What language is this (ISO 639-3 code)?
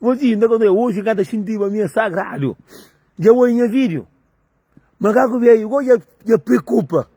kea